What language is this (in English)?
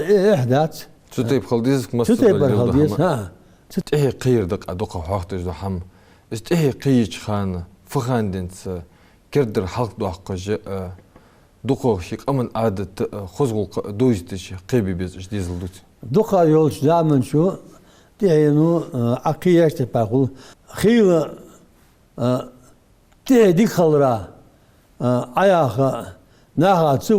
Ingush